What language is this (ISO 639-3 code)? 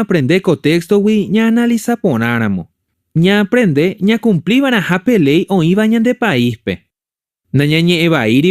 grn